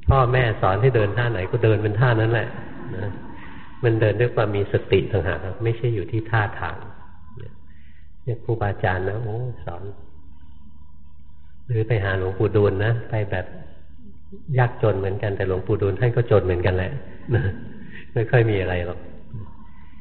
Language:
Thai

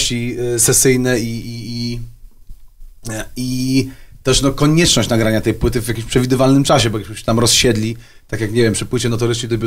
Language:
Polish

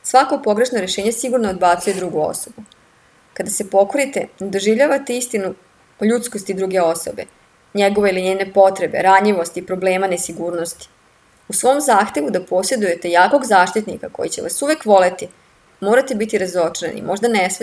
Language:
Serbian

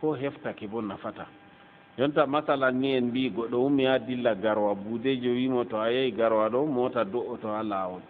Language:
Fula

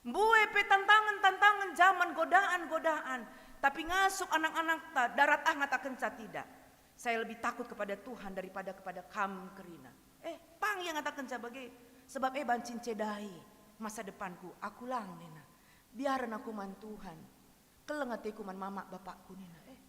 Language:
Batak Karo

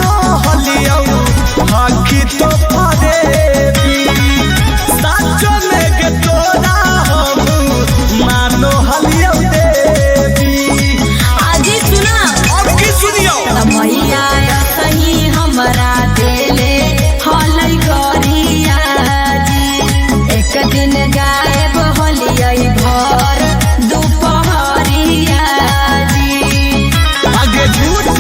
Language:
Magahi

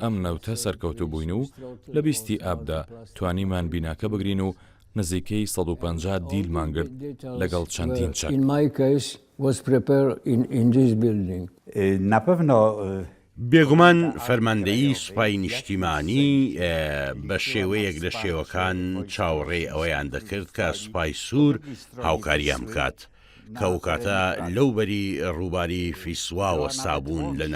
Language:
Central Kurdish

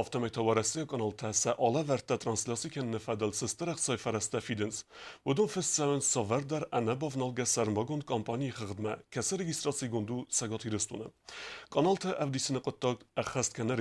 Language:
Ossetic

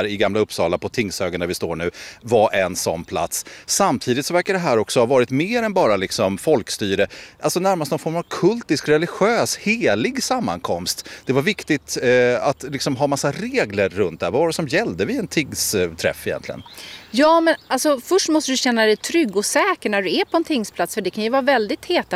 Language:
Swedish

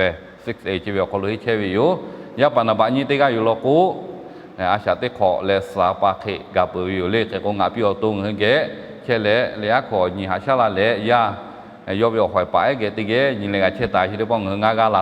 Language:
Lahu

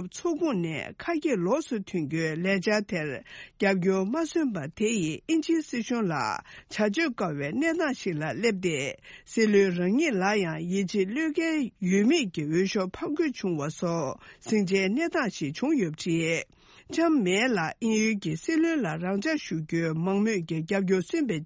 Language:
Tibetan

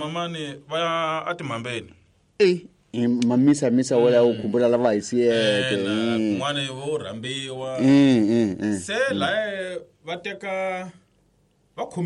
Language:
Tsonga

